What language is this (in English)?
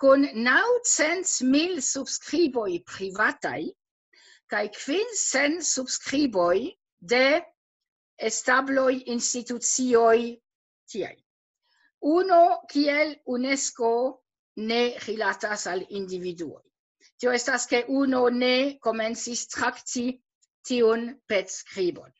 Esperanto